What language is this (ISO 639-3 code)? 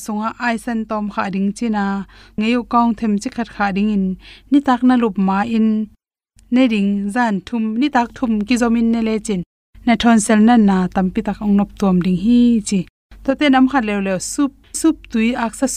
ctd